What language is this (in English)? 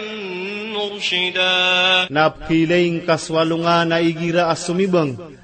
Maranao